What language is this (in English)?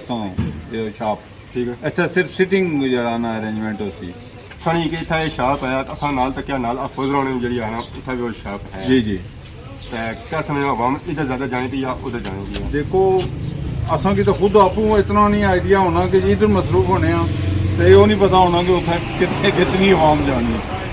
Pahari-Potwari